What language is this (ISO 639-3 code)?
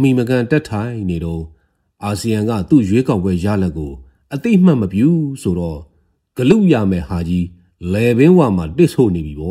mya